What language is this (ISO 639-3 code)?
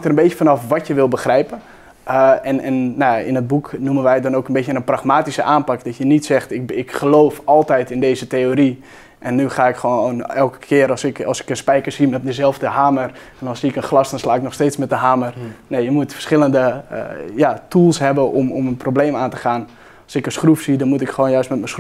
nld